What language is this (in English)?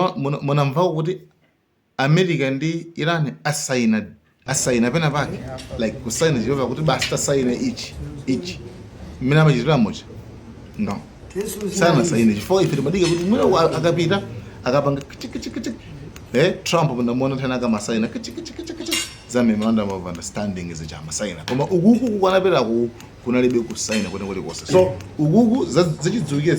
Nyanja